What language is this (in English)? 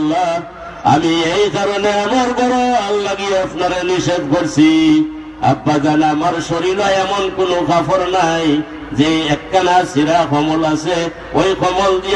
Sylheti